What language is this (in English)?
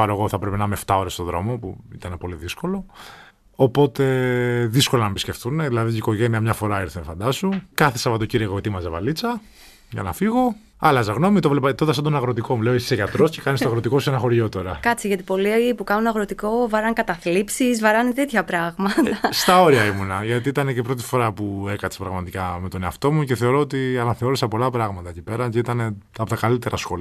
Greek